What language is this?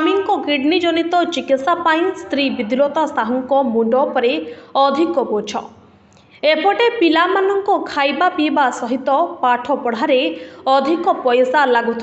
Odia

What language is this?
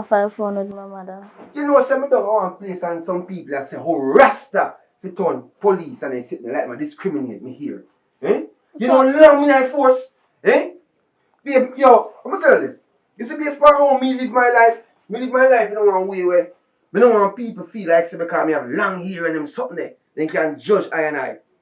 Jamaican Creole English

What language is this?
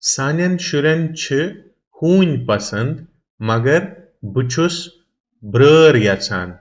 Kashmiri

